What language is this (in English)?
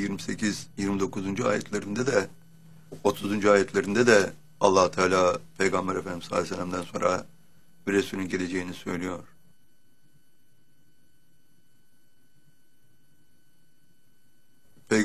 Turkish